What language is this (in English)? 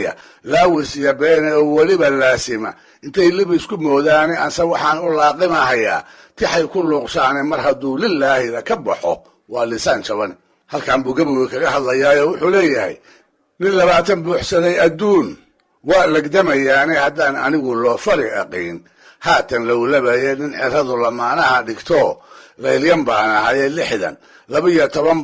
Somali